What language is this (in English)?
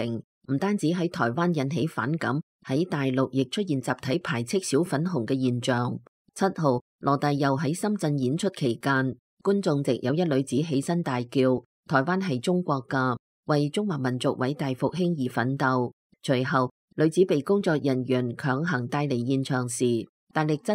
Cantonese